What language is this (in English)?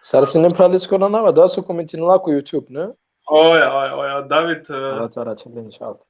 Balkan Romani